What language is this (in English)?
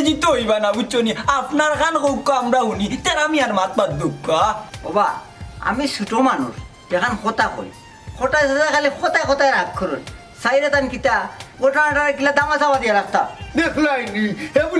Sylheti